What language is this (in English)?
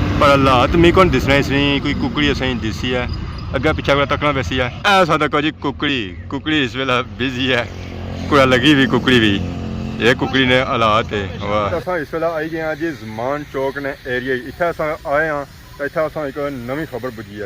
Pahari-Potwari